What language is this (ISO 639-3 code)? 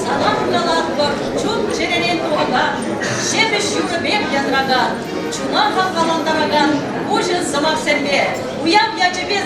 chv